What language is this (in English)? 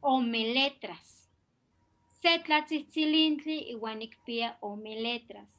Eastern Huasteca Nahuatl